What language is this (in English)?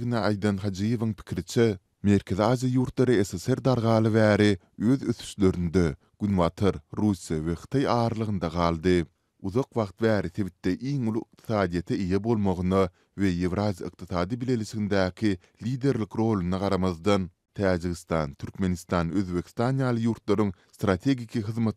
Turkmen